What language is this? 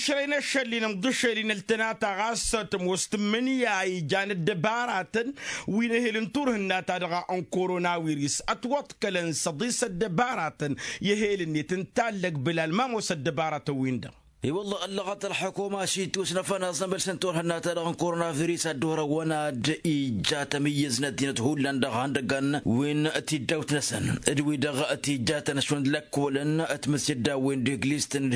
Tamasheq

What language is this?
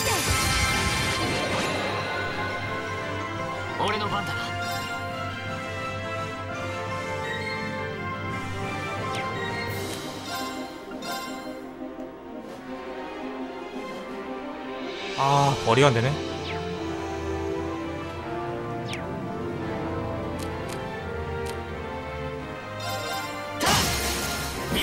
Korean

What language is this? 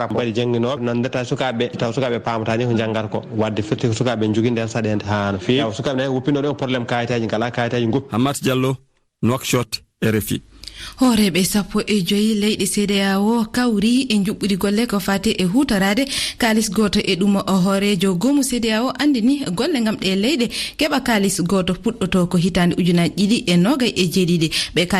Fula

